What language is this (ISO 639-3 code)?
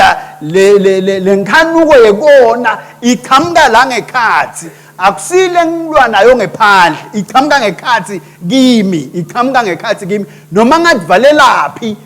ssw